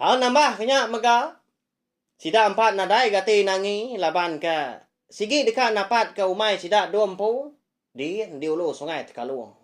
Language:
Iban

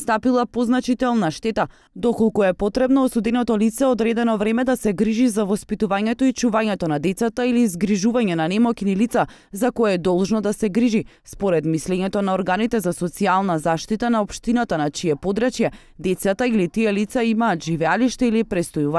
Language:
Macedonian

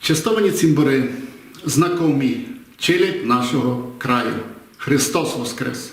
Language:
Rusyn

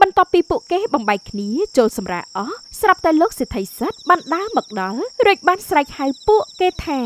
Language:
Khmer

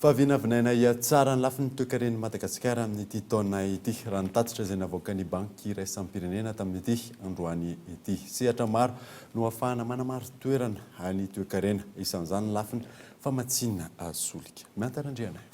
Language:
Malagasy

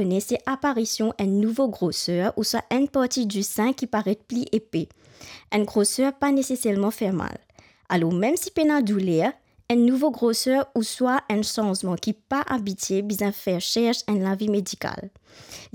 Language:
Morisyen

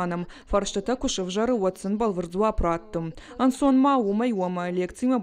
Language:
Ossetic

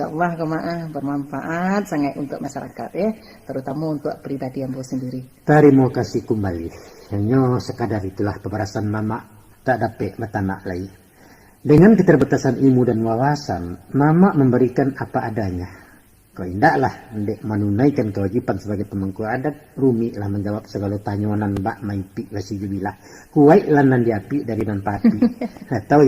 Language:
Minangkabau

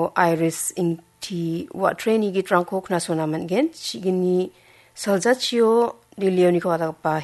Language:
Garo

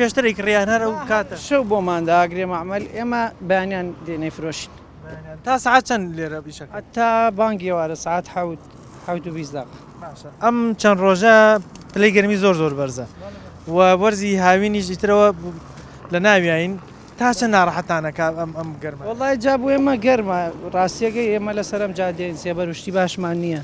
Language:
Central Kurdish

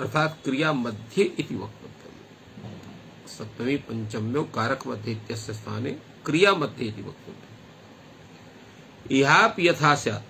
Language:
Sanskrit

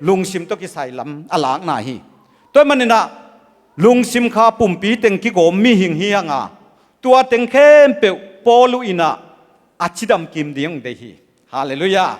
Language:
Tedim Chin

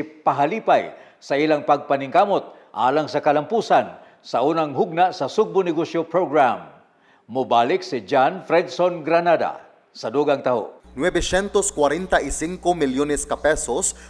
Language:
Cebuano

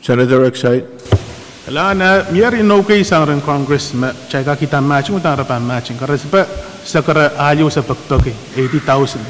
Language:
Pohnpeian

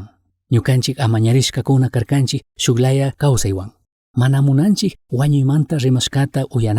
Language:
Chimborazo Highland Quichua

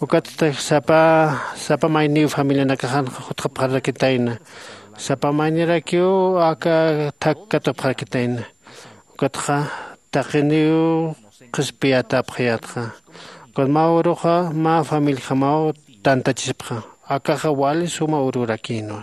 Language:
Aymara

